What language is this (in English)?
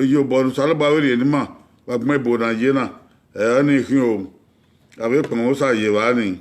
Bini